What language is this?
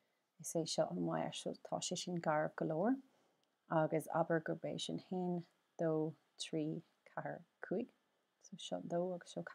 Irish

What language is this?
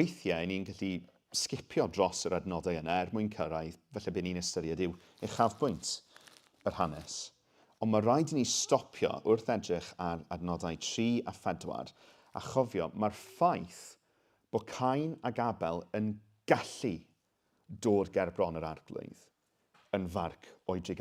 Welsh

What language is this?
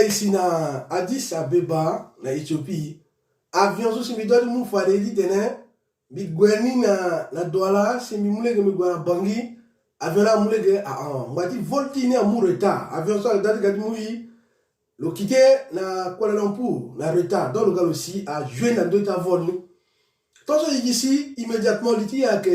Sango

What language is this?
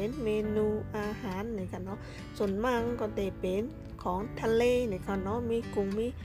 Shan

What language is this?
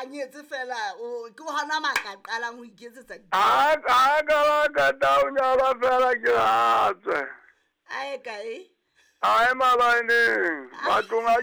Southern Sotho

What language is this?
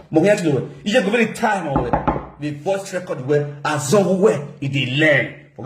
Nigerian Pidgin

